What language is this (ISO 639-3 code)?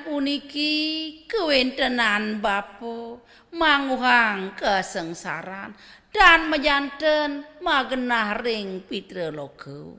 ban